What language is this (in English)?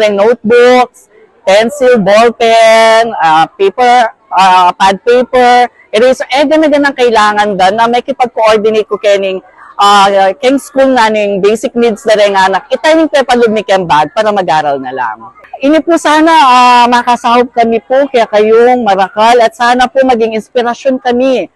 Pampanga